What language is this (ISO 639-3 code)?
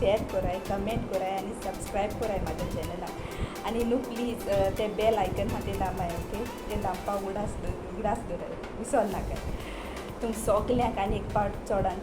kok